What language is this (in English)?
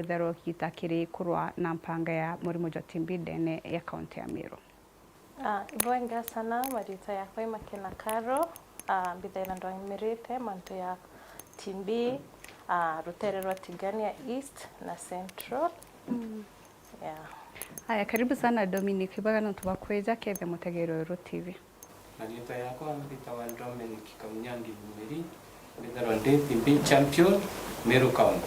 Meru